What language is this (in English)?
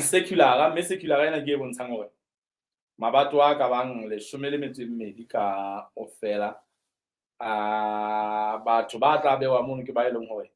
Southern Sotho